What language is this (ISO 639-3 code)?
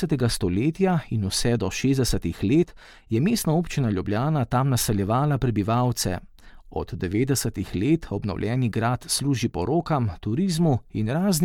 slv